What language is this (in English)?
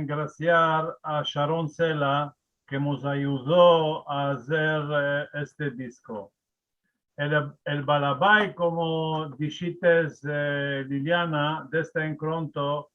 Ladino